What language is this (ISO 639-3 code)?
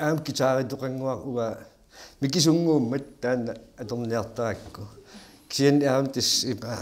kal